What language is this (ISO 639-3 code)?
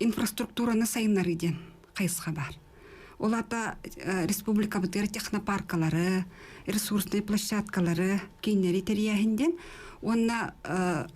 sah